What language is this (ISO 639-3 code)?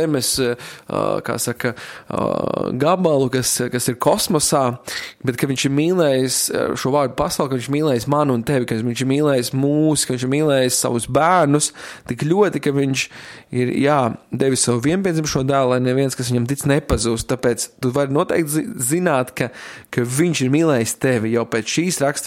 lav